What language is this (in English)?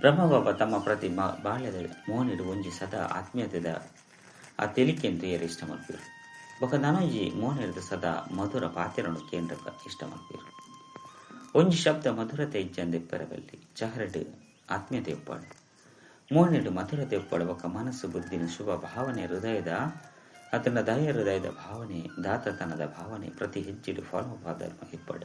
Tulu